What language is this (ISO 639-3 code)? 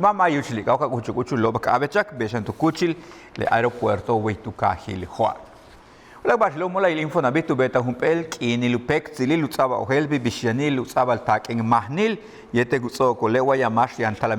yua